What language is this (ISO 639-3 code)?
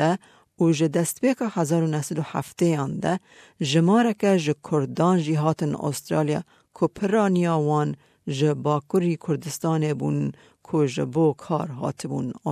kur